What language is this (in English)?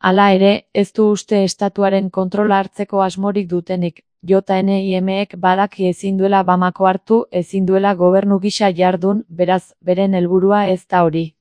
Basque